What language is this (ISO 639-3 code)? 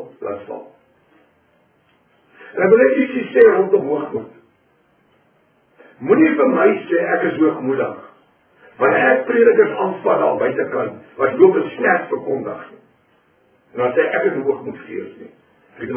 afr